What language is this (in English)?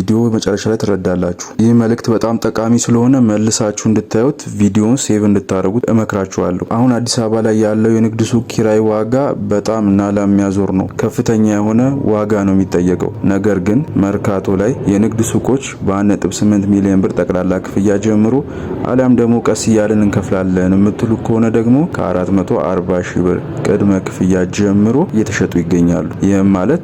Amharic